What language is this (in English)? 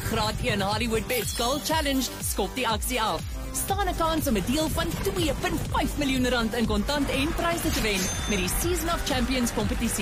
Afrikaans